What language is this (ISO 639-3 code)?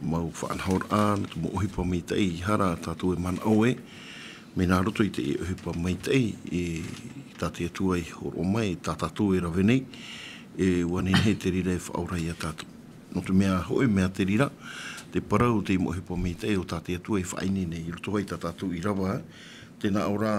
tah